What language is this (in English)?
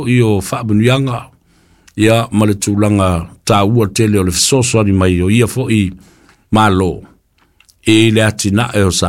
Samoan